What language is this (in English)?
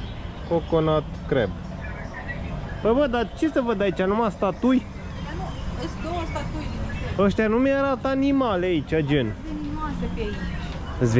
Romanian